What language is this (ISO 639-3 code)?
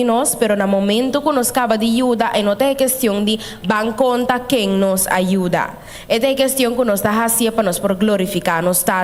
pap